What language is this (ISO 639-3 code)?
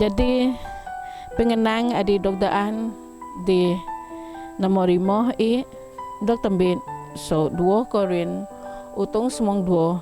bth